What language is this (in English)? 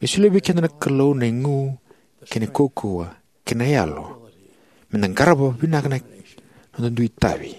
Fijian